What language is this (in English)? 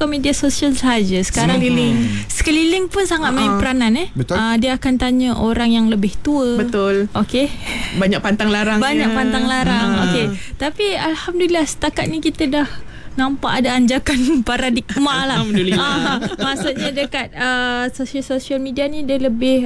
Malay